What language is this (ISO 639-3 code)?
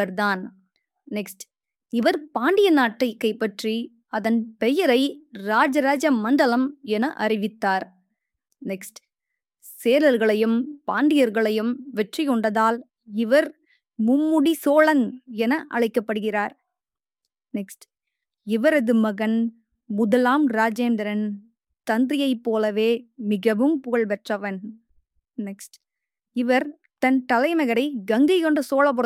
tam